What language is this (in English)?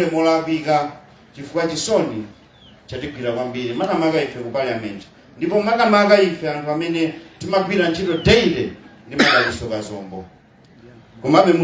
Nyanja